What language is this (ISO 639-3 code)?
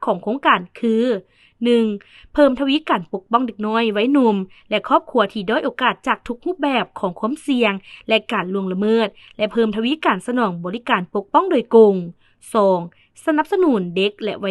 lao